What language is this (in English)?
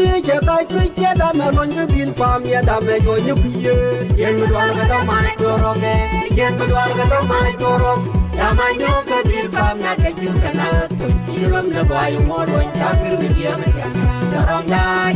Nuer